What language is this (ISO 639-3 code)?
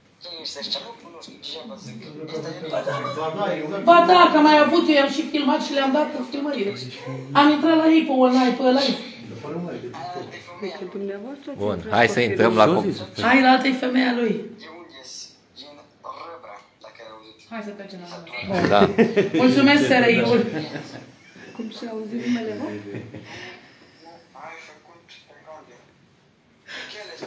ron